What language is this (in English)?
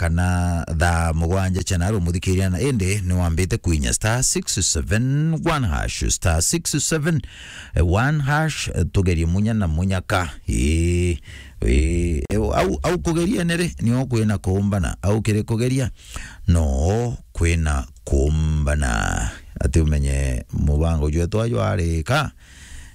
Meru